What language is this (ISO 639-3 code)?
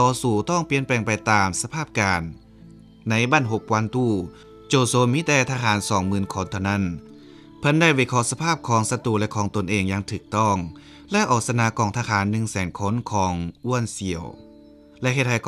lao